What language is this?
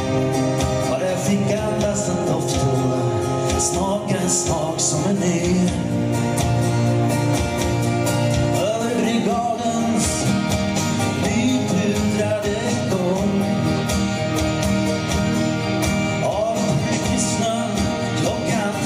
Swedish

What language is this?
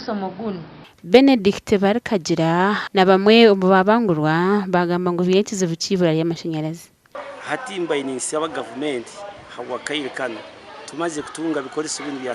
Nyankole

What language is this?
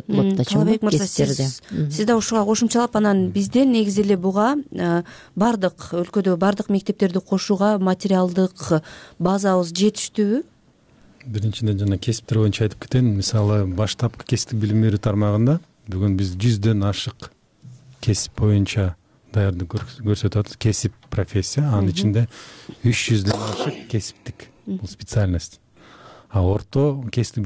Kyrgyz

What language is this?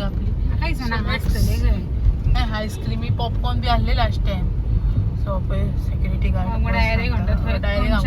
Konkani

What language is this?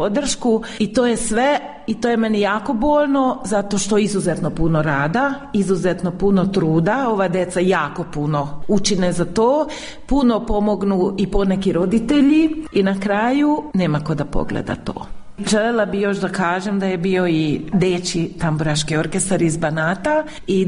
Serbian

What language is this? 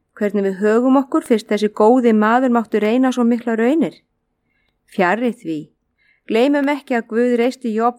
Icelandic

